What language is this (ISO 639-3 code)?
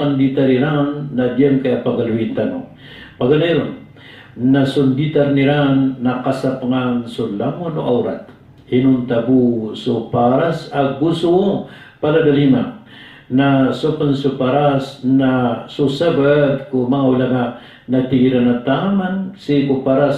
mrw